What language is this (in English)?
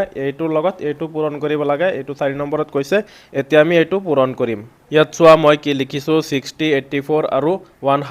Assamese